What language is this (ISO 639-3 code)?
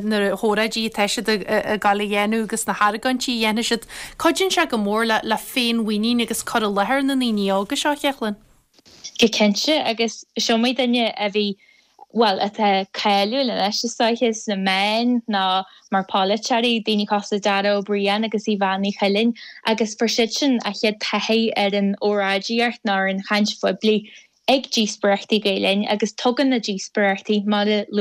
gle